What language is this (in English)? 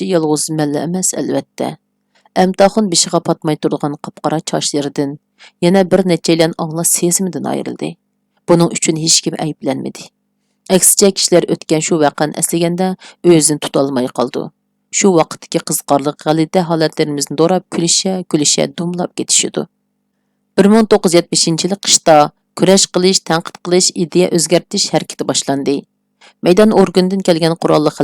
Uyghur